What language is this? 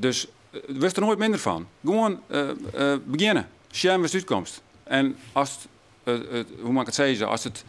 Western Frisian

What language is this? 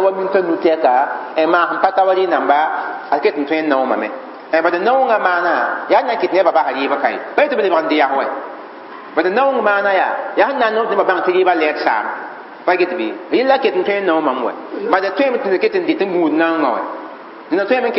Mossi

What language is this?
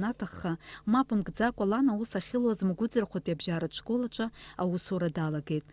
Abkhazian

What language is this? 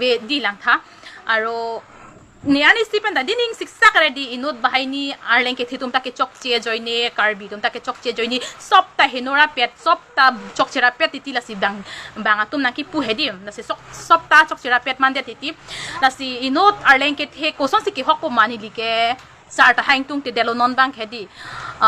Karbi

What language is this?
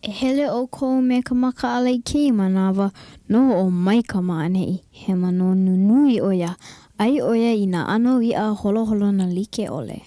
Hawaiian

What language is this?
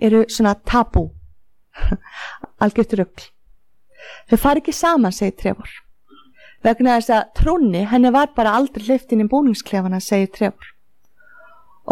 Icelandic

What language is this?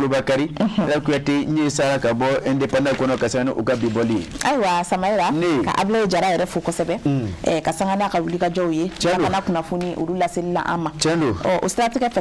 Bambara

